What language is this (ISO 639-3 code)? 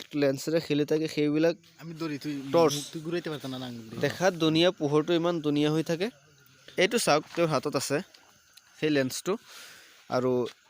asm